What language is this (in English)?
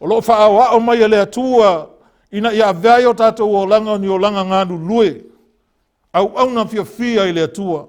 Samoan